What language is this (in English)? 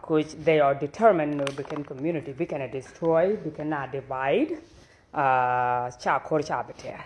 Nuer